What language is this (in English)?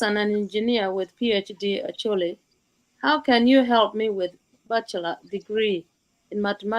Acoli